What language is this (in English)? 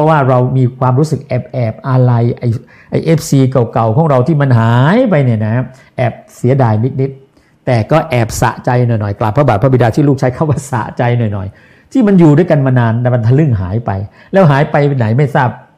Thai